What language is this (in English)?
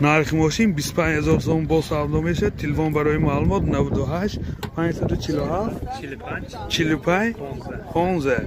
Tajik